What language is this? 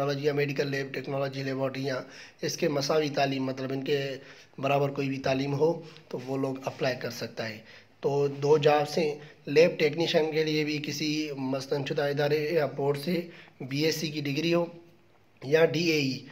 Urdu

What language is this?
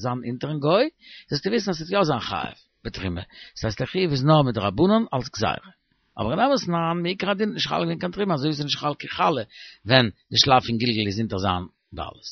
Yiddish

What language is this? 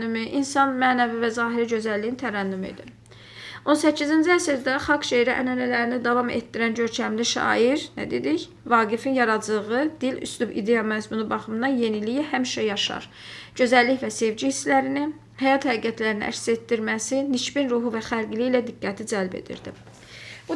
Azerbaijani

